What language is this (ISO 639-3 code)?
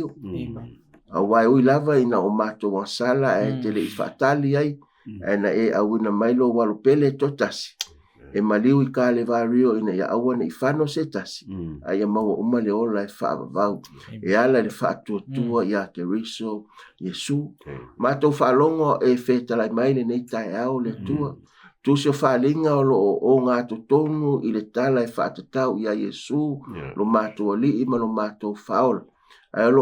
smo